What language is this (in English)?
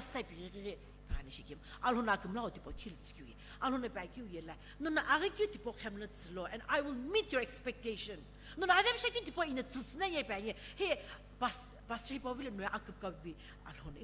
Sumi Naga